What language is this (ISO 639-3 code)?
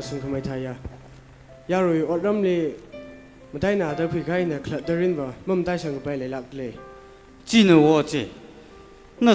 nmf